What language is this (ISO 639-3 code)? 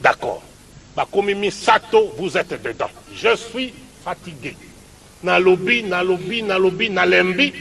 lin